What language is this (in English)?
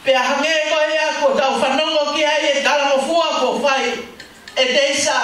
Tongan